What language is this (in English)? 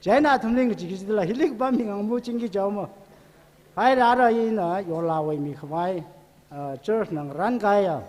Tangkhul Naga (India)